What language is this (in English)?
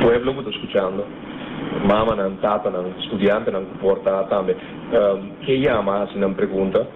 Papiamento